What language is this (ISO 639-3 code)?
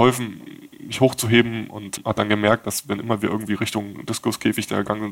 deu